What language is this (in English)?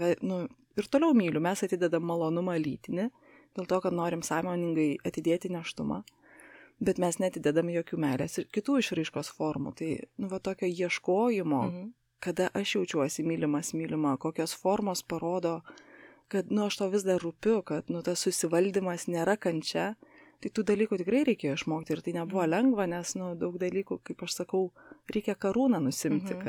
Lithuanian